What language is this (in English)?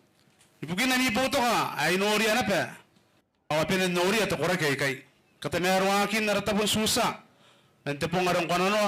Gilbertese